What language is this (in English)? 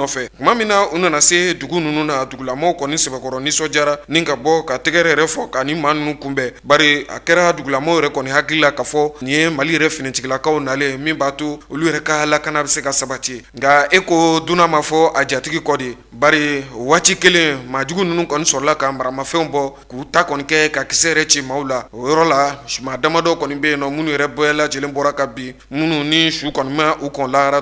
Bambara